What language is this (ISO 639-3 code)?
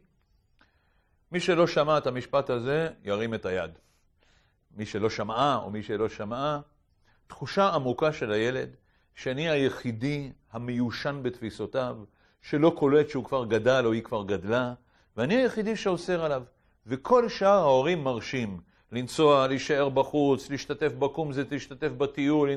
heb